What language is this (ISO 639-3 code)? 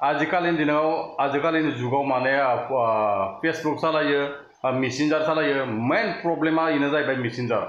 brx